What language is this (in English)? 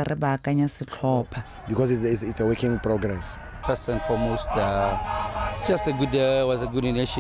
Tswana